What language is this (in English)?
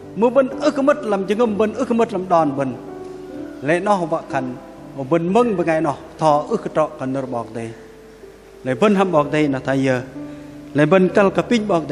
Bahnar